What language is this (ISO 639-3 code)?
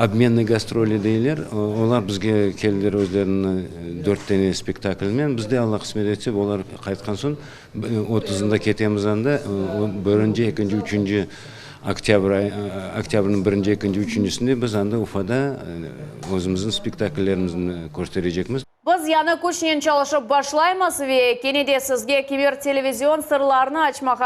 crh